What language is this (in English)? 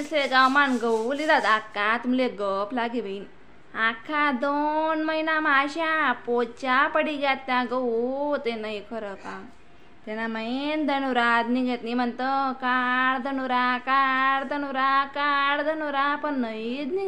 Khandesi